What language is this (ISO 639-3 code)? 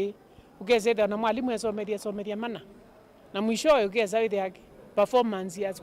kam